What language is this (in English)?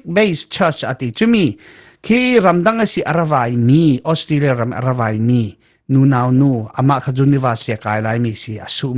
Falam Chin